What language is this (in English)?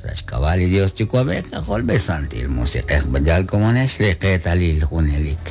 Kekchí